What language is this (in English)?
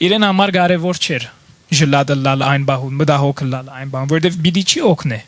Western Armenian